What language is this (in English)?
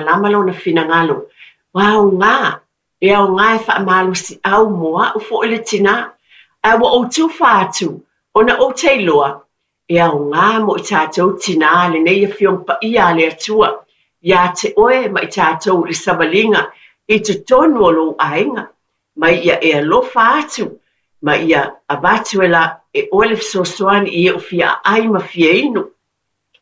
Samoan